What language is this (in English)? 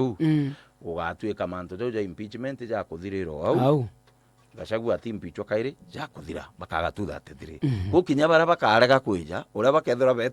Meru